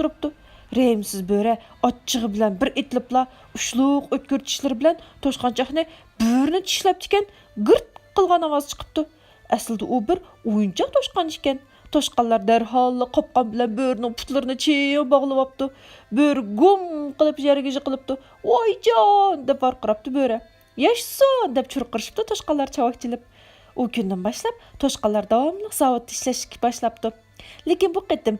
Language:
Uyghur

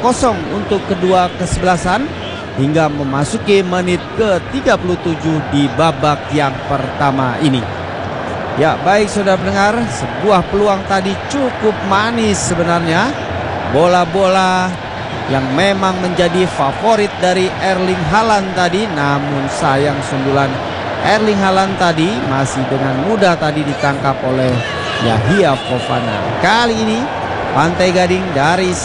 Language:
Indonesian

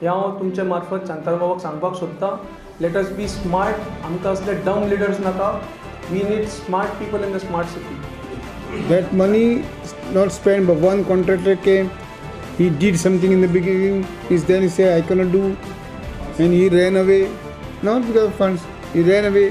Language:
Konkani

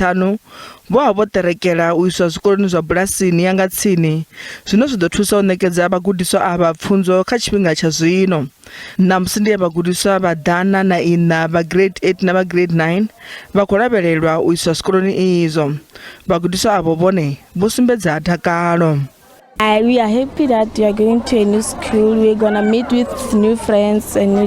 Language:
Venda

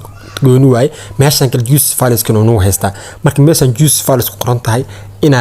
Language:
Somali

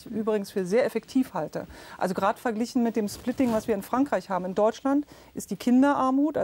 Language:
German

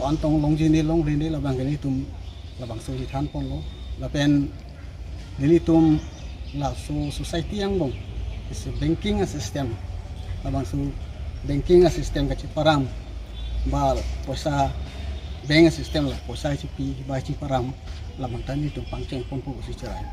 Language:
Karbi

